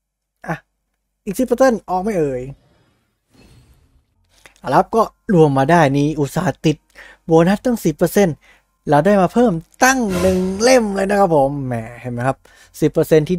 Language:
Thai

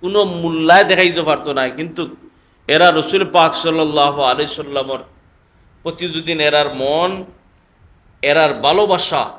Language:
Sylheti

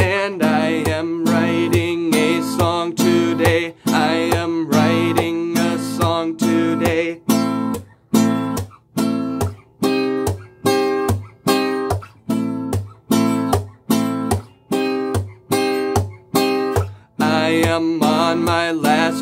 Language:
English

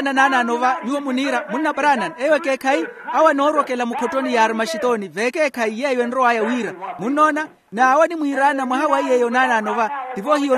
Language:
Makhuwa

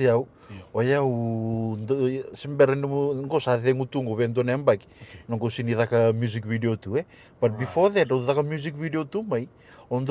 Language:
Fijian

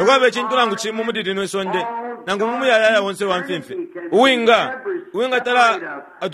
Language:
Bemba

